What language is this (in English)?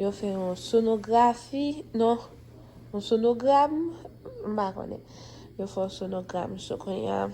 Haitian Creole